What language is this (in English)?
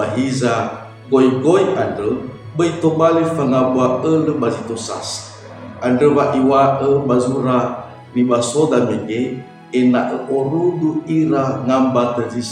Nias